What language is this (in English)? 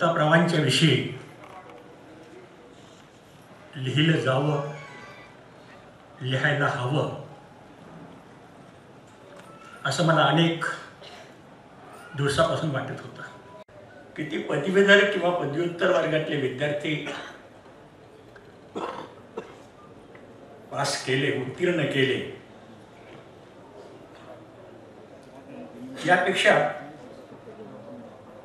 Marathi